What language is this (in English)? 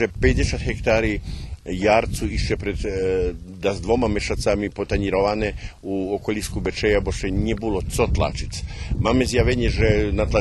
Rusyn